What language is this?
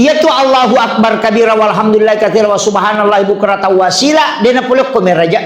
Buginese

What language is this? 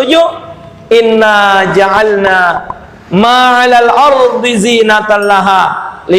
Musi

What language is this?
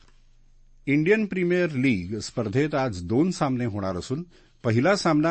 Marathi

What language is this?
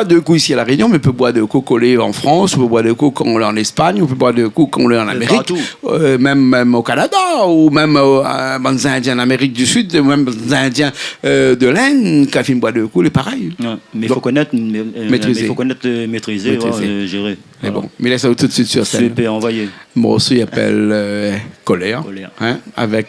Réunion Creole French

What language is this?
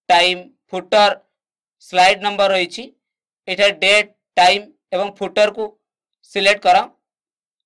Odia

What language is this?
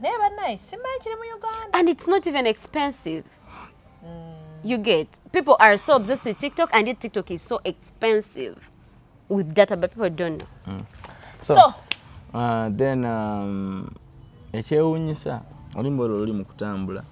Ganda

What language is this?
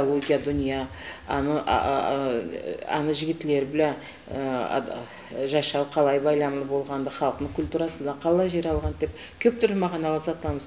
Karachay-Balkar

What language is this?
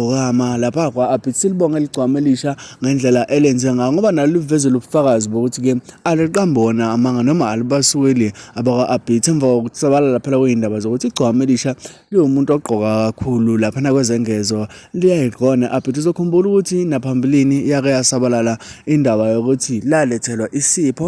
Zulu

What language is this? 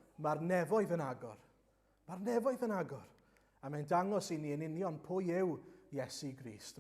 Welsh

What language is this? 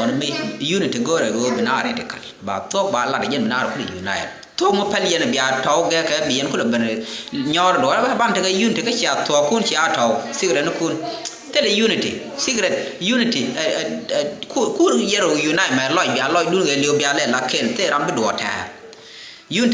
Nuer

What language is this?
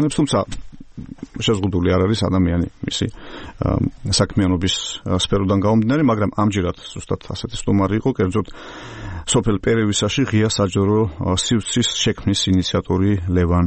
Georgian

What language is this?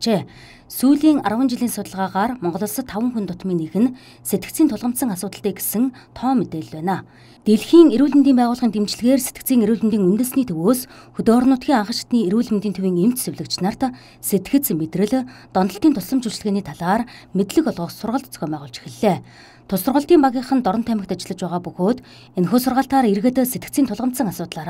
Mongolian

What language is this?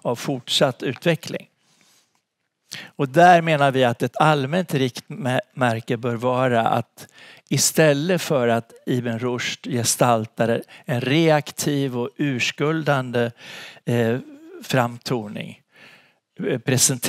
Swedish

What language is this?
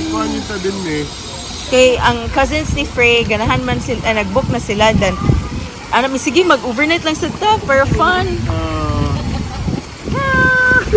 Cebuano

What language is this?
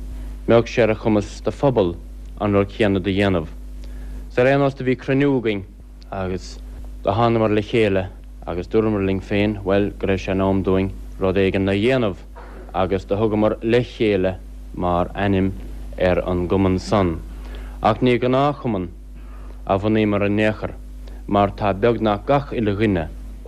Irish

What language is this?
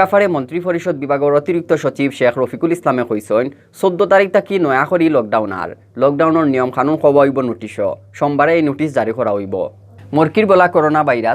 Sylheti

